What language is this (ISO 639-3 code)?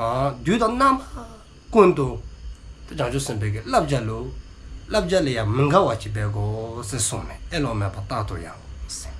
dzo